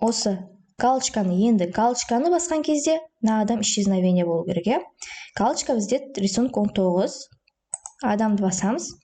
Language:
Kazakh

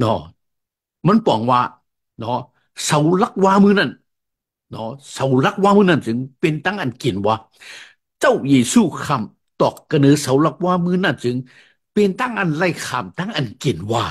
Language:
Shan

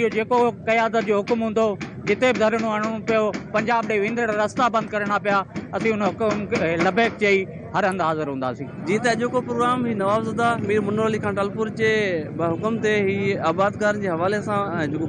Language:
Sindhi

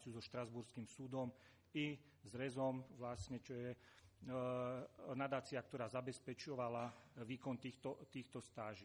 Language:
Slovak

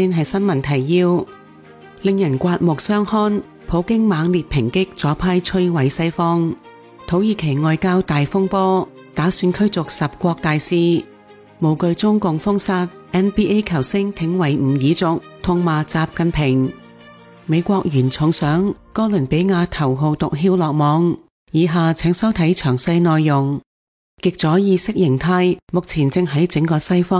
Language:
Cantonese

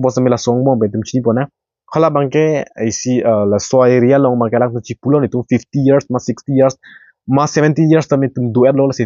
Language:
Karbi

